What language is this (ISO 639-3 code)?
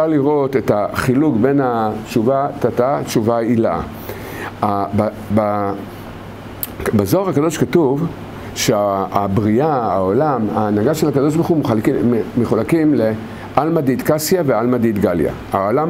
heb